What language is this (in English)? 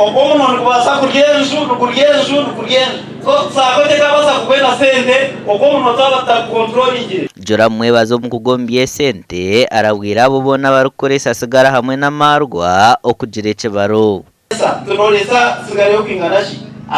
Nyankole